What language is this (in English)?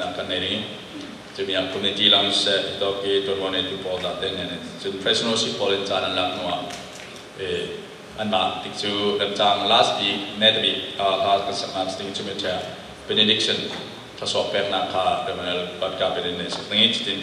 Falam Chin